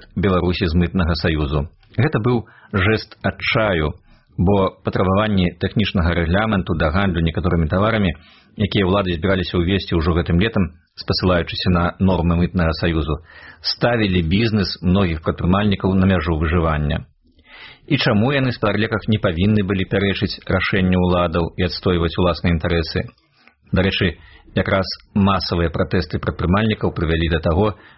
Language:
Belarusian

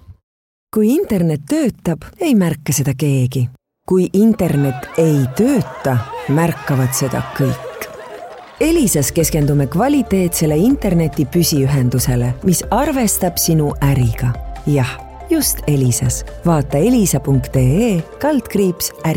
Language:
Estonian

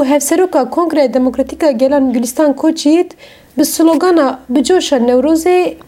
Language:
Kurdish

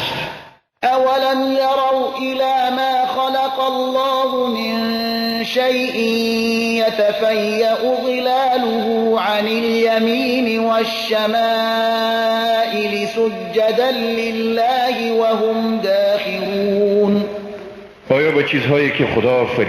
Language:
Persian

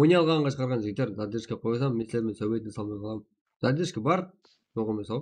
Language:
Kara-Kalpak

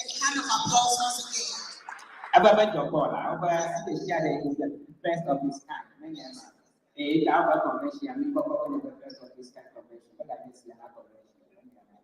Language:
Ewe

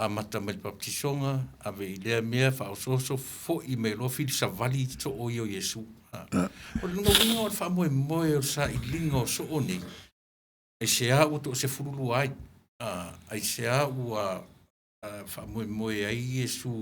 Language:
Samoan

